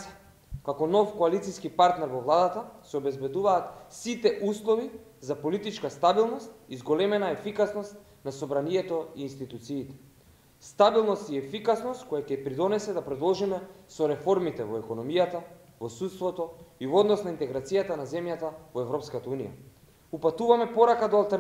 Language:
Macedonian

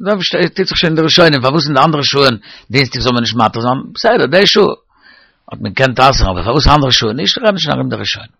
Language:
Yiddish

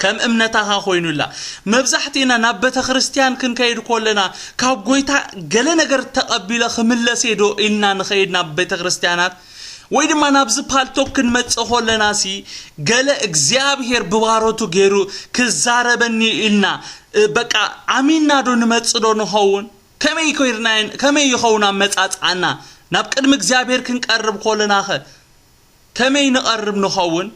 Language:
Tigrinya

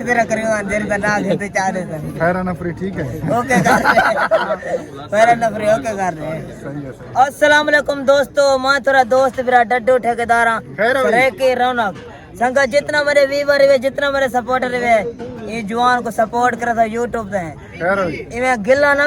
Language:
Saraiki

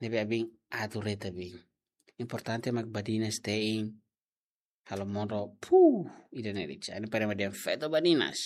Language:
Tetum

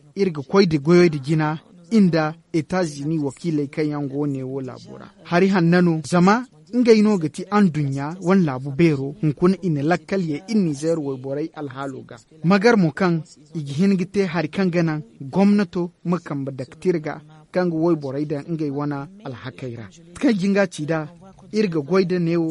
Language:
Zarma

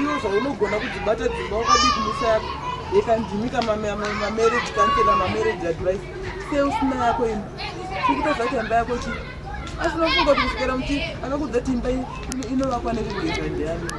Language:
Shona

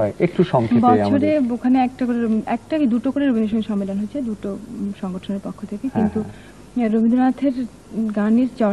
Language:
Bangla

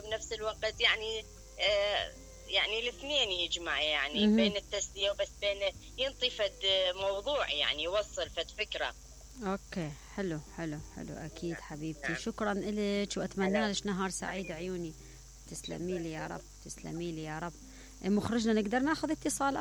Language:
Mesopotamian Arabic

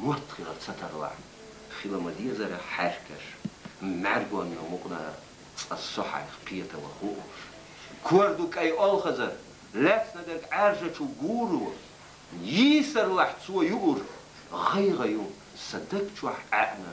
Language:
Chechen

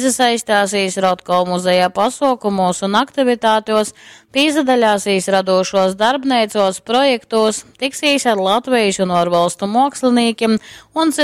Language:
Latgalian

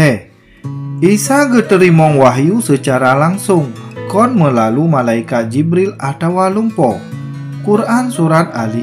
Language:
Achinese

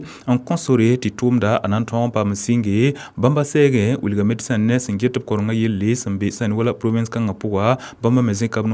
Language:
Mossi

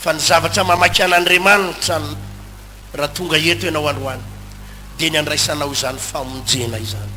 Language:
Malagasy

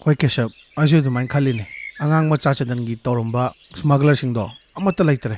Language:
Manipuri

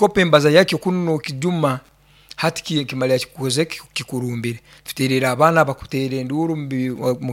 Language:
Nyoro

